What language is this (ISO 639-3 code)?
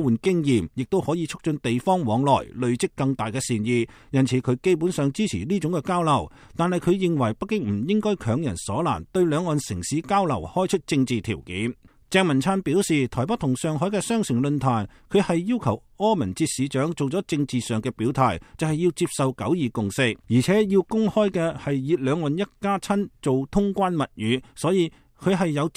yue